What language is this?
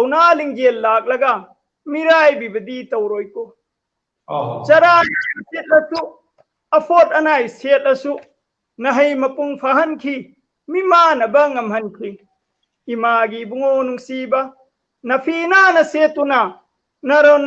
Manipuri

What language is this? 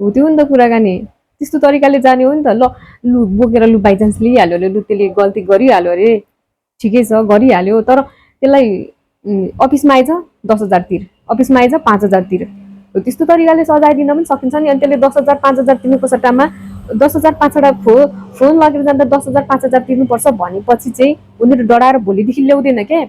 Nepali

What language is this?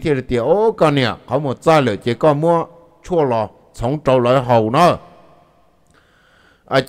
Vietnamese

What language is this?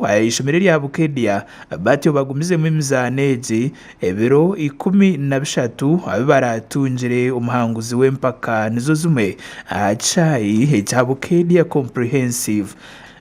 Nyankole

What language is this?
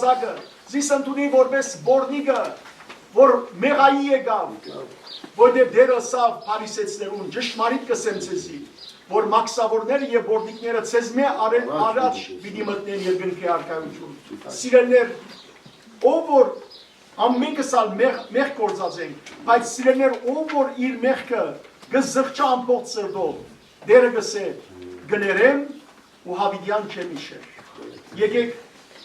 Western Armenian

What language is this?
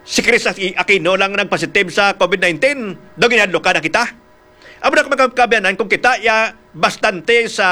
Hiligaynon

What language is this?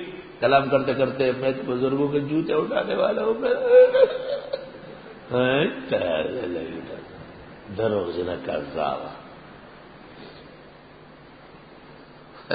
Urdu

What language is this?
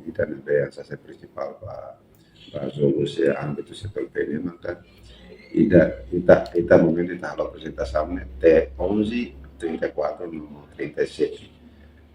Tetum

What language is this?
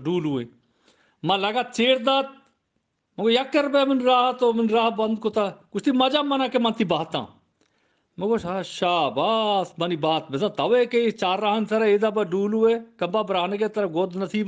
Eastern Balochi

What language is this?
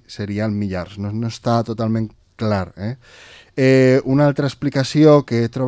Catalan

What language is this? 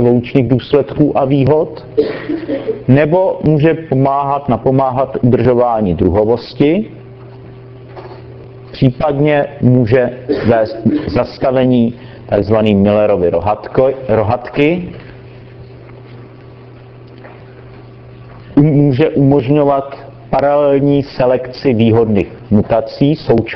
Czech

